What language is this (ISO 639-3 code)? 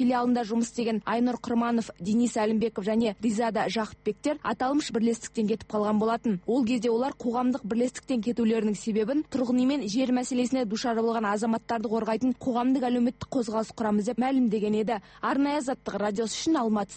kaz